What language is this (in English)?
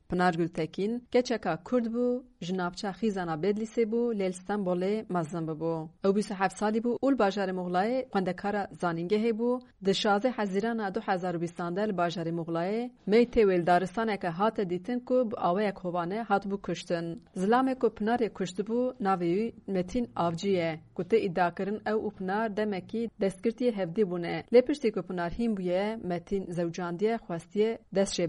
Kurdish